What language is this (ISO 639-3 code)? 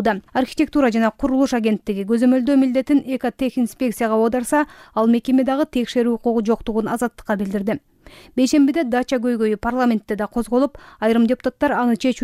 kir